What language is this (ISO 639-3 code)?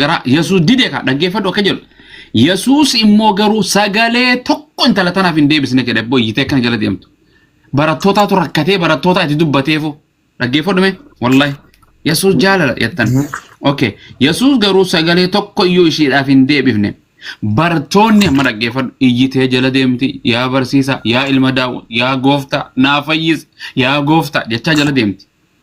orm